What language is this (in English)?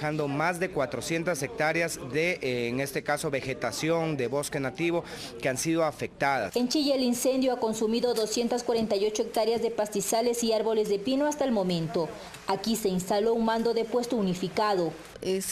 Spanish